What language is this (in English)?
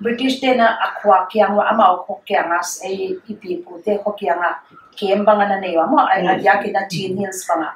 Paite Chin